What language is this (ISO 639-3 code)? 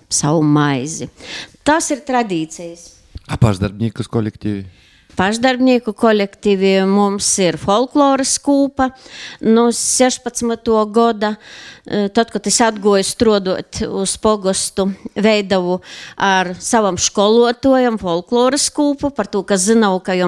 lav